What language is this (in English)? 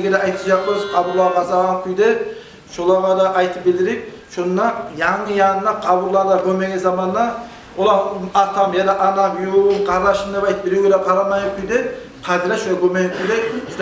Kumyk